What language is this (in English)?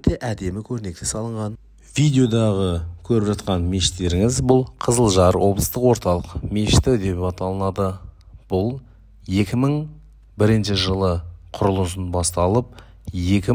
Kazakh